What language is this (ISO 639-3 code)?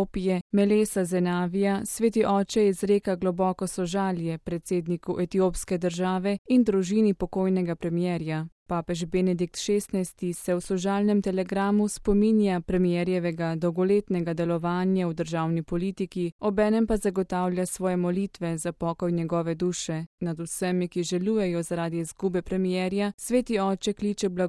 slv